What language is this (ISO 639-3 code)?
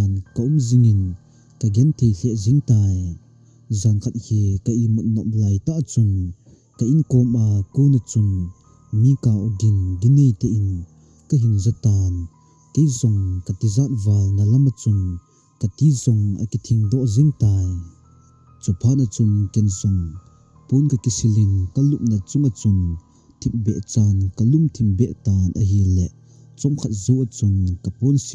tcz